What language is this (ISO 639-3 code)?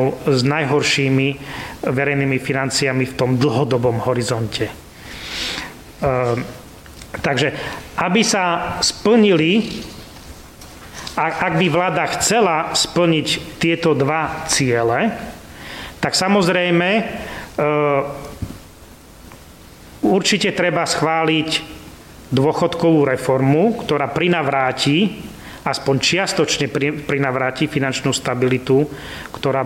slk